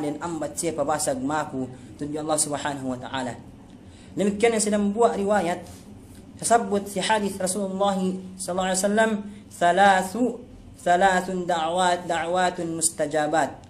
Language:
Yakan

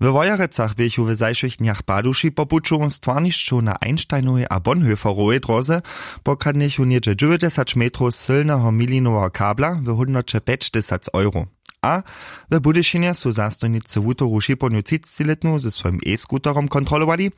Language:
Upper Sorbian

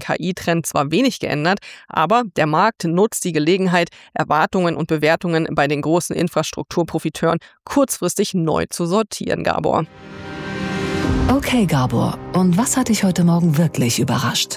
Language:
German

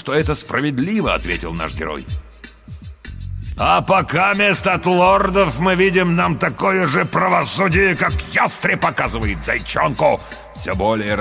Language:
Russian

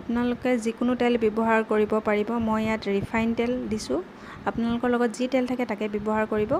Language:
Assamese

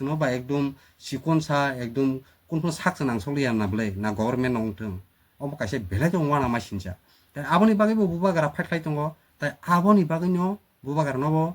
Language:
Kok Borok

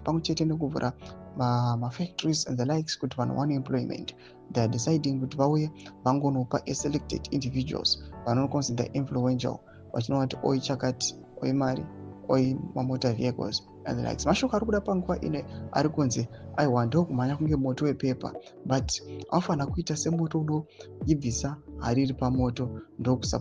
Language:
Shona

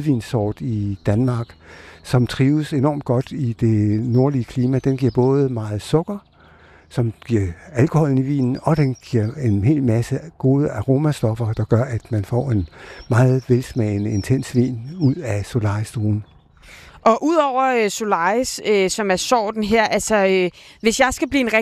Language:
Danish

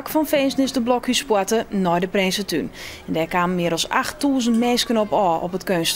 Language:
Western Frisian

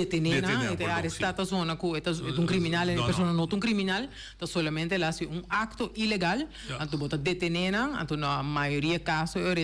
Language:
Papiamento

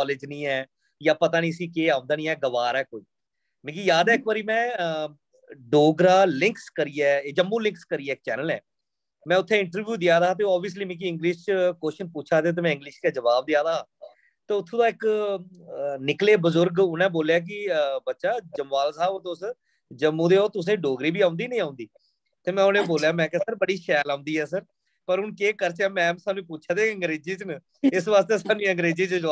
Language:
Dogri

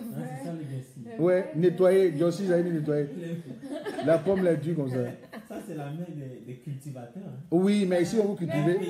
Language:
French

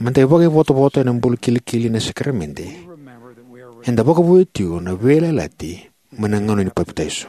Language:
Fijian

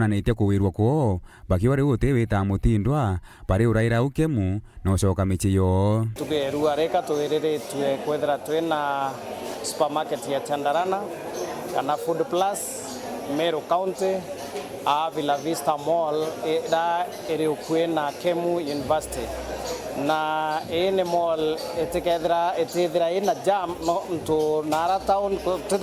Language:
Meru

